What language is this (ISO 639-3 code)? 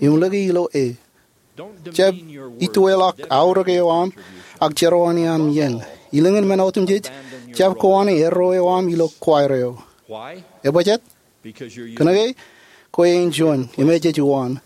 mah